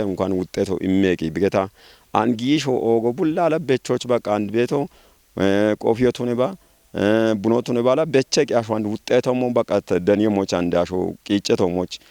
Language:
Kafa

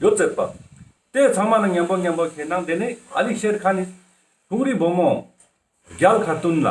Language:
Ladakhi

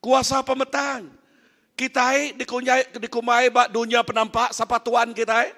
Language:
Iban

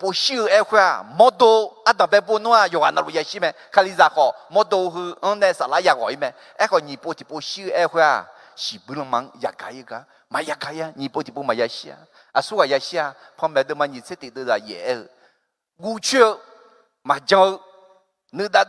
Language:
Akha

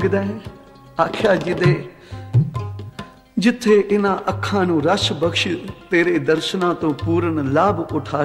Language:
Punjabi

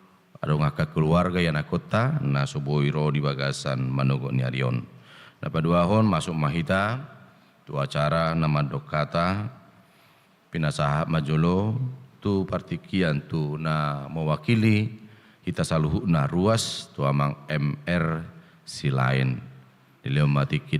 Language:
Batak Toba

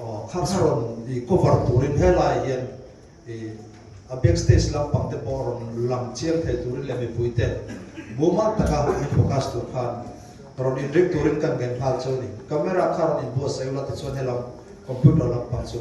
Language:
Mizo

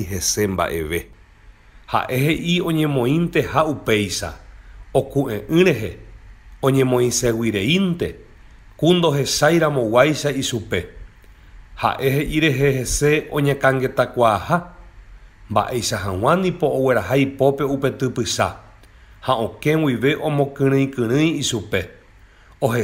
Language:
Guarani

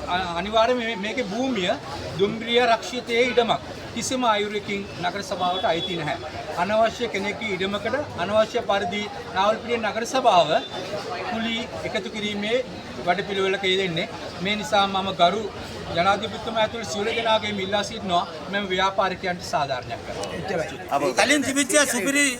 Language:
Sinhala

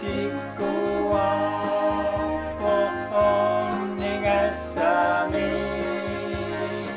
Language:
Kalaallisut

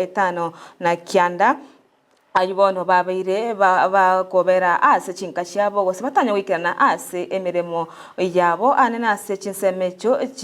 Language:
Gusii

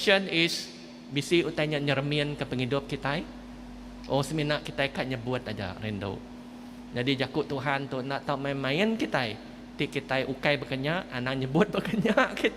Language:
Iban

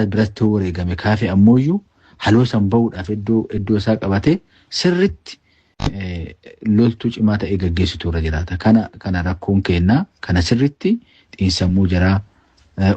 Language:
Oromo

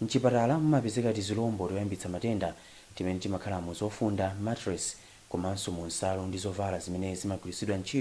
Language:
Nyanja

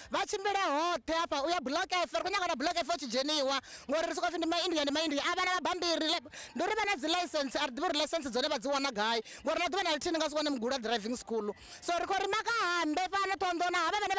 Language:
Venda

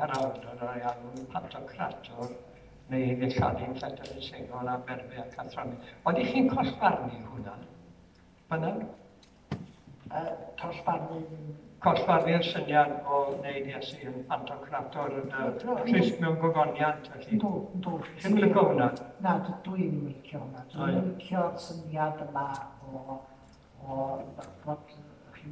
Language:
Welsh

